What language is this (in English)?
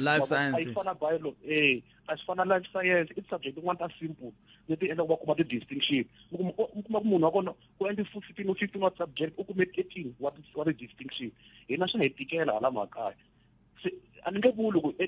Tsonga